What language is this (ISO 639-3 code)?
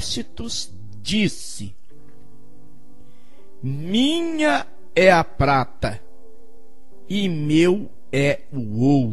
por